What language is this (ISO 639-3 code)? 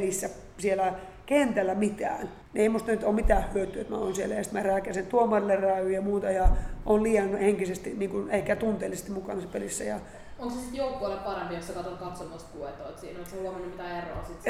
fin